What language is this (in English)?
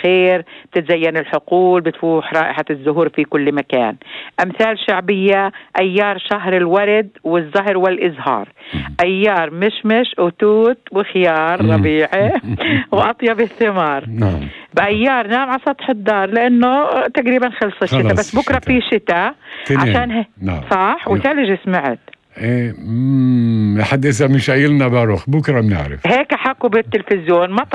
North Levantine Arabic